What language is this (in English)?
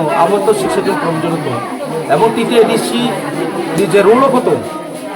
Riang (India)